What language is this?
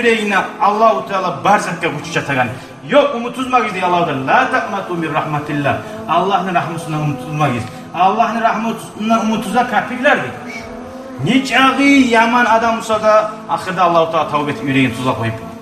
Kumyk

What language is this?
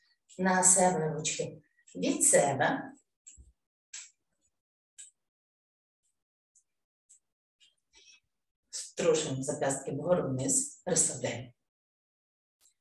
Ukrainian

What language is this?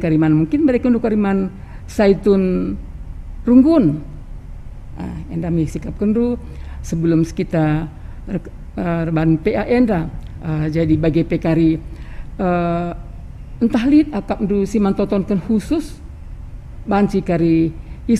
Batak Karo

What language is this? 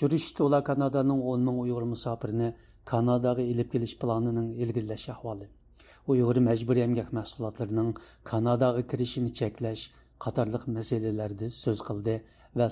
Uyghur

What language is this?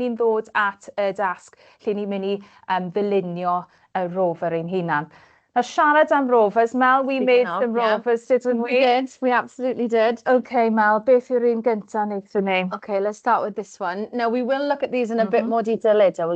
Welsh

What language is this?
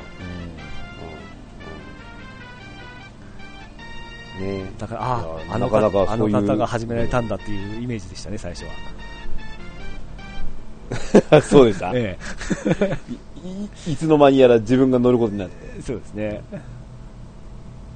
Japanese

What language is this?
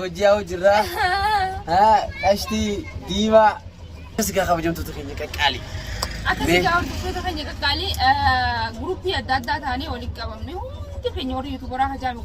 Oromo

